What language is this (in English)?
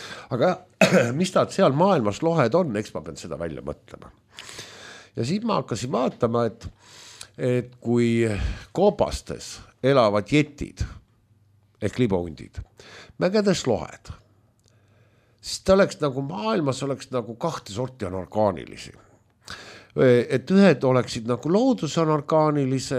Estonian